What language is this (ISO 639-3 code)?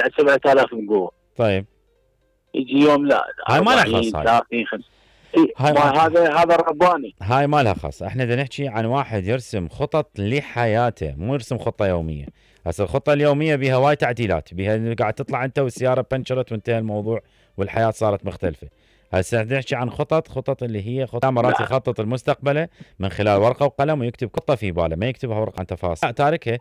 acm